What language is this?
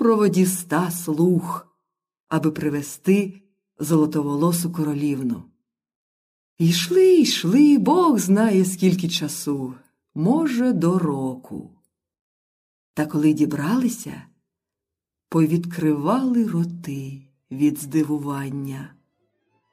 Ukrainian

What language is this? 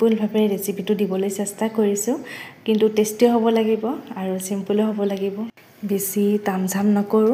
Assamese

